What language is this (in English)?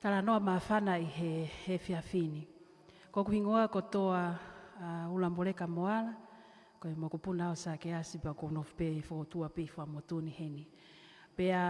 Tongan